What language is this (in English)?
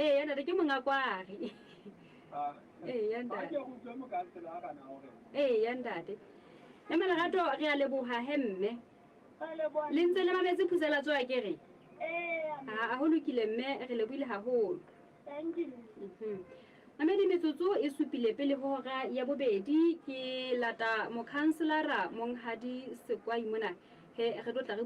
Southern Sotho